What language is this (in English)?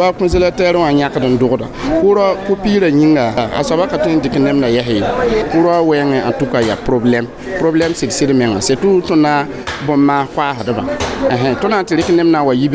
Mossi